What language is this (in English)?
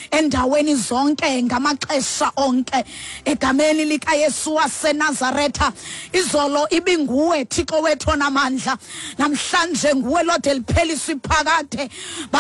Xhosa